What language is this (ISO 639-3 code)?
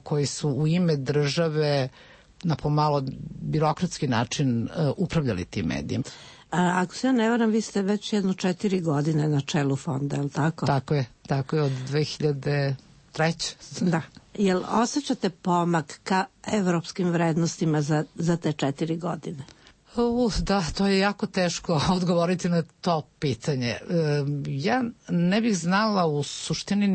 srp